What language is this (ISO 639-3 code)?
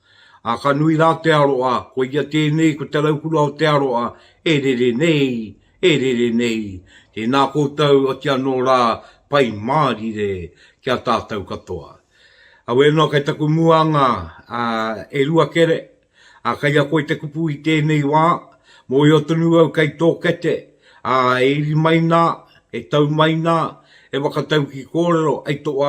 mri